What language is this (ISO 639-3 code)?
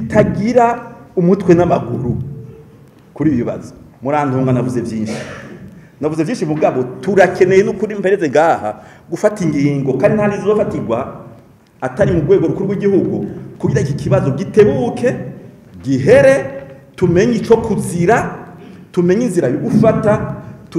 run